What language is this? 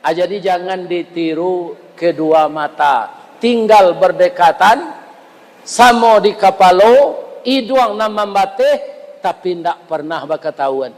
Minangkabau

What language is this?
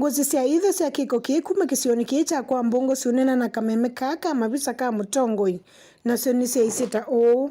Kamba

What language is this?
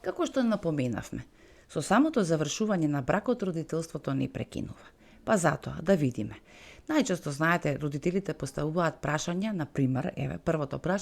Macedonian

